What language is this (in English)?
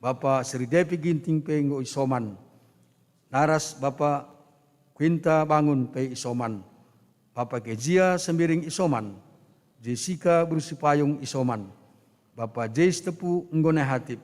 Batak Karo